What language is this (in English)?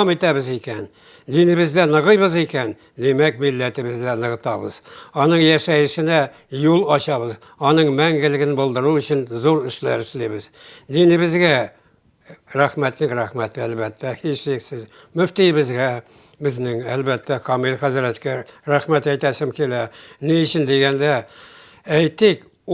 Tatar